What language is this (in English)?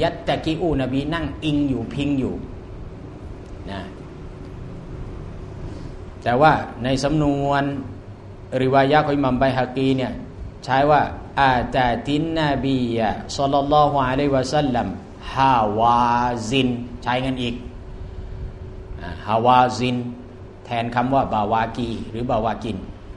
Thai